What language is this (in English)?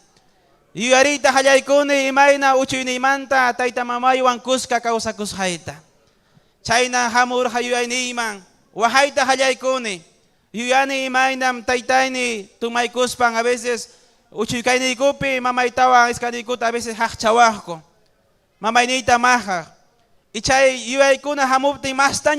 Ayacucho Quechua